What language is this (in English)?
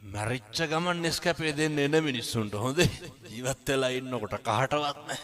Sinhala